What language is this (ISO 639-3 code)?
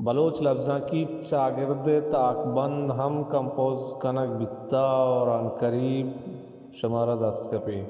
bal